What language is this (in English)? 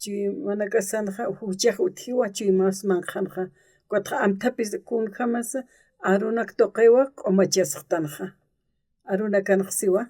Aymara